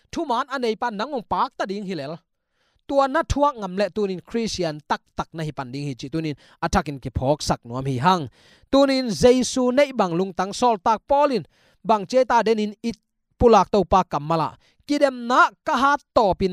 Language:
Tedim Chin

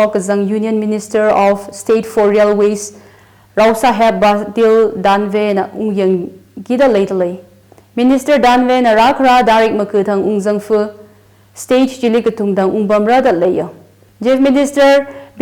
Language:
Tangkhul Naga (India)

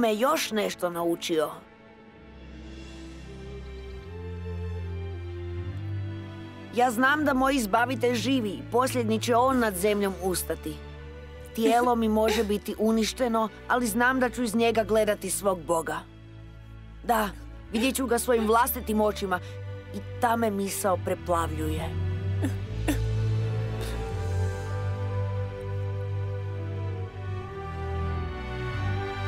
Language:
Croatian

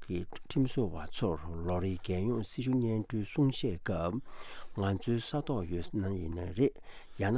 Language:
Tibetan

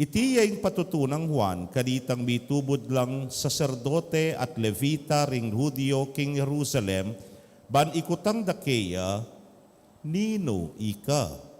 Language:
Pampanga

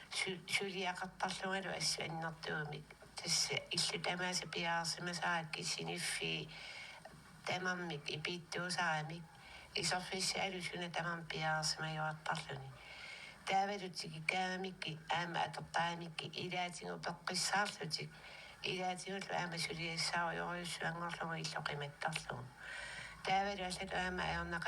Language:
Kalaallisut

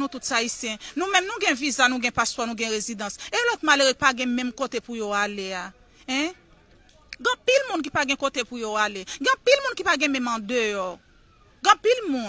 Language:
Haitian Creole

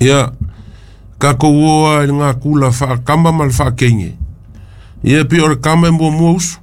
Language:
Samoan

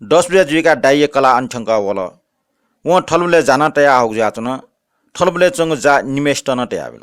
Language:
Newari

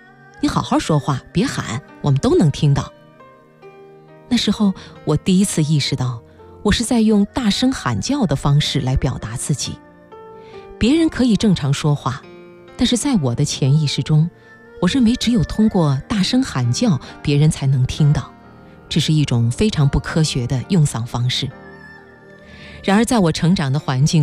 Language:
Chinese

